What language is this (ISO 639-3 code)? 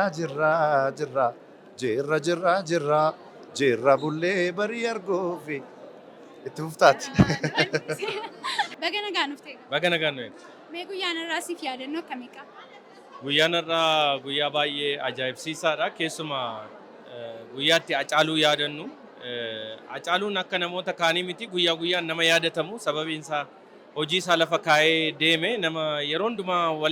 orm